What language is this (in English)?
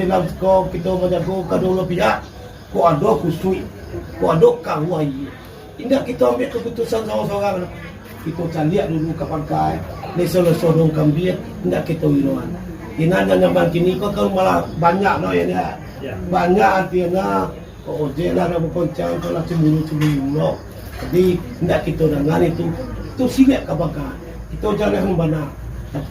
Minangkabau